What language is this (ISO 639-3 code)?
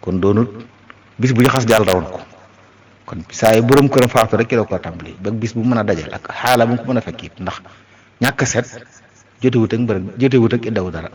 wol